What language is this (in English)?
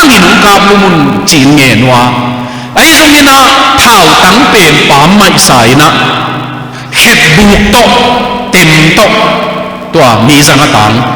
Tedim Chin